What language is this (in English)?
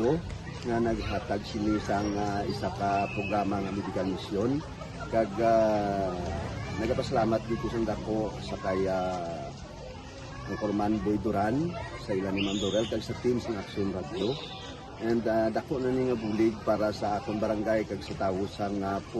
Hiligaynon